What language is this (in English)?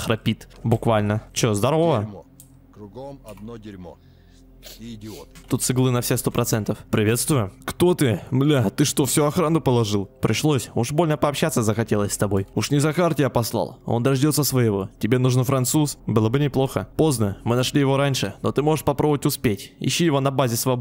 Russian